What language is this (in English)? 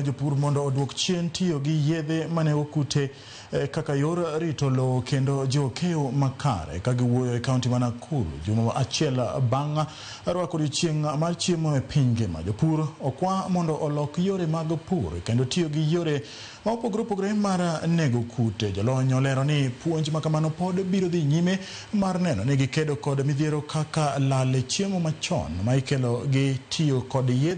Luo (Kenya and Tanzania)